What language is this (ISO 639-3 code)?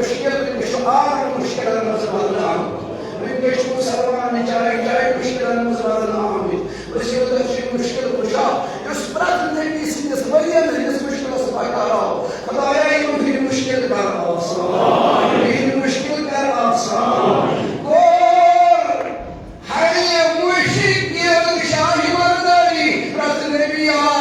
kas